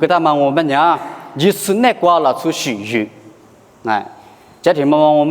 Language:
Lisu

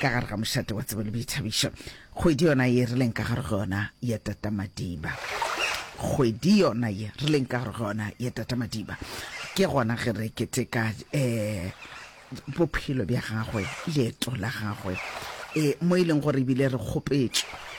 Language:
Northern Sotho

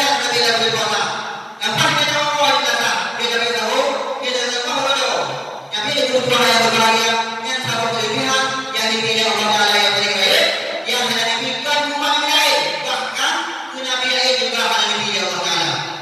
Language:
Achinese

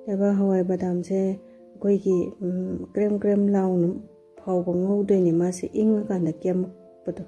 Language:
Manipuri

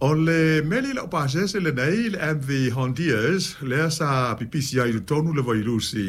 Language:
Samoan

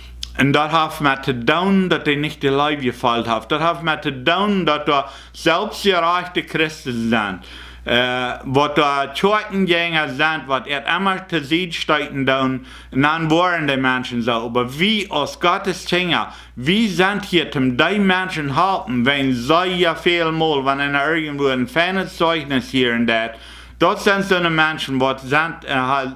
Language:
Plautdietsch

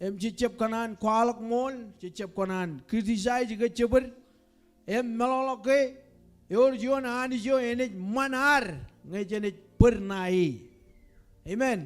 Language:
Marshallese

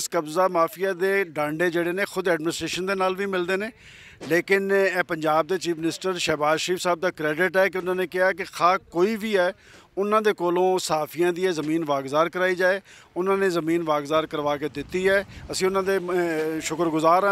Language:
Western Panjabi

